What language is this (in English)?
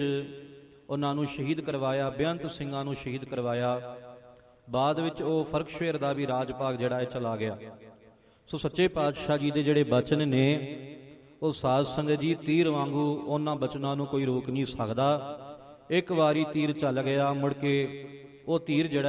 Punjabi